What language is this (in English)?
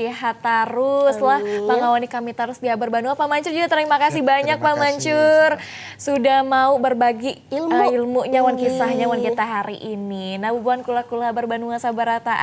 Banjar